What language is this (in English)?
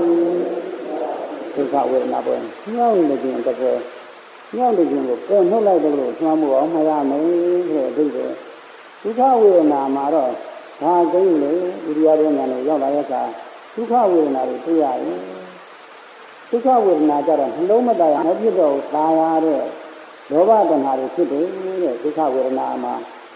Burmese